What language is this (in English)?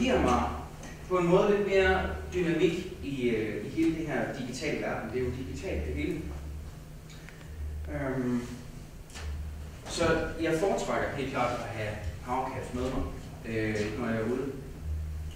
Danish